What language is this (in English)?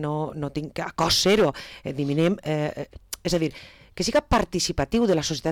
Catalan